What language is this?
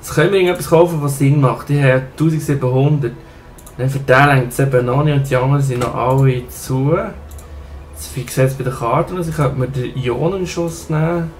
Swiss German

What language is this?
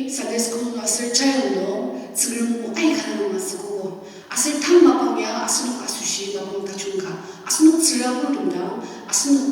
Ao Naga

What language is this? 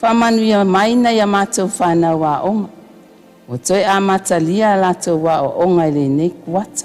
Samoan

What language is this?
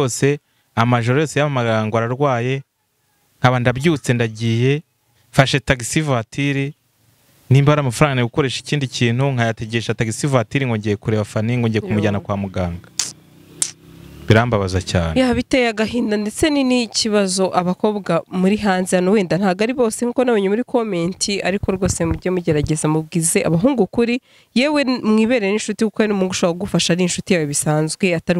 Kinyarwanda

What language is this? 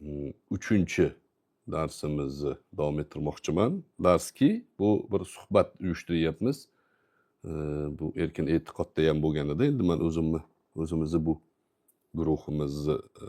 Uzbek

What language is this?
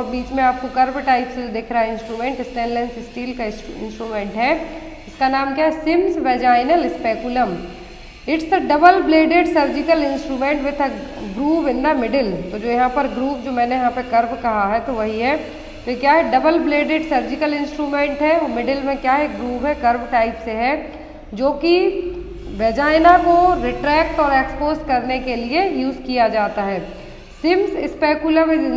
Hindi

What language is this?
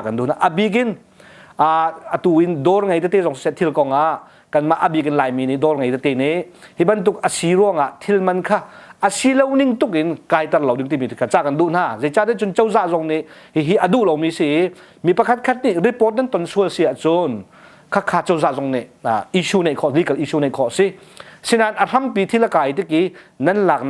Hakha Chin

